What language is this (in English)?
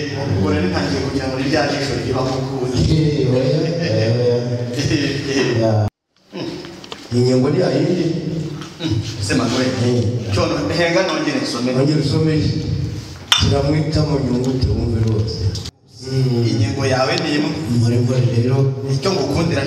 Kinyarwanda